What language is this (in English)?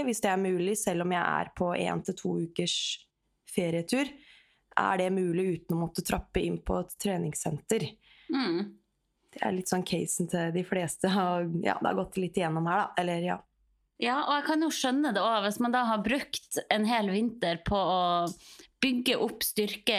Norwegian